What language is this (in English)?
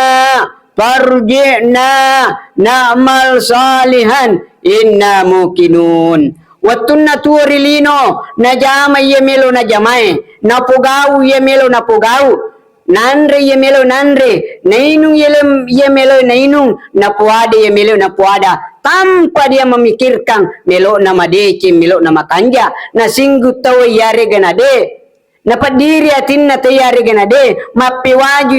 Buginese